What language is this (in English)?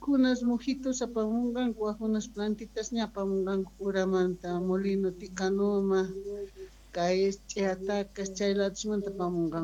South Bolivian Quechua